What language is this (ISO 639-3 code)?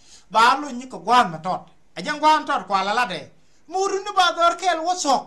nus